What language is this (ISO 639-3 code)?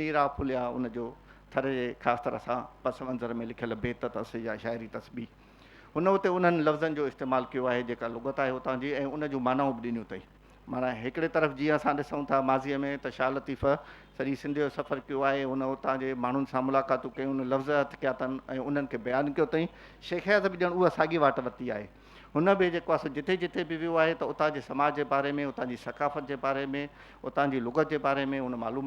snd